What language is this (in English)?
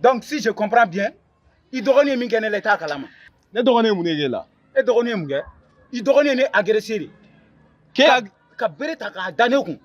Bambara